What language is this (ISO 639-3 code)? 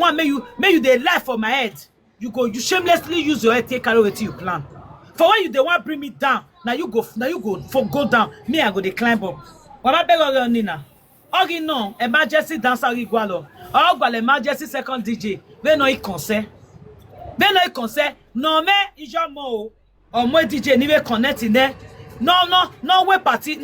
pcm